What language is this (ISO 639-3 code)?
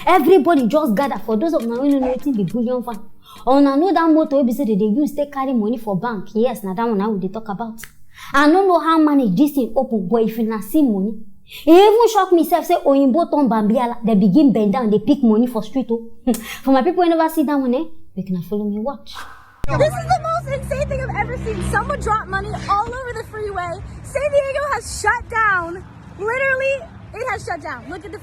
pcm